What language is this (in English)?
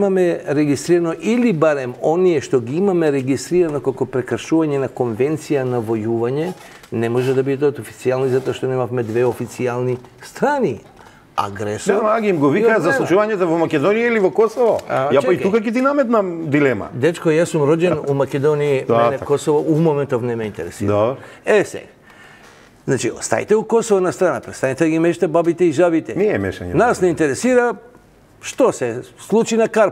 Macedonian